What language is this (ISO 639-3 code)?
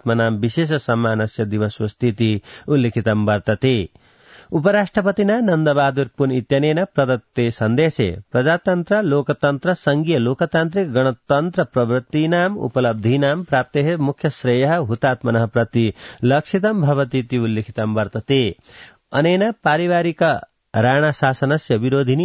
san